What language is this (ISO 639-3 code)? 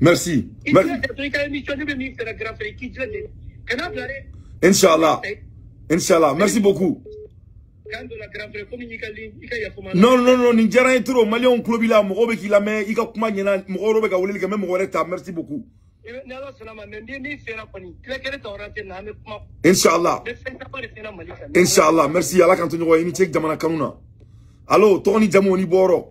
bam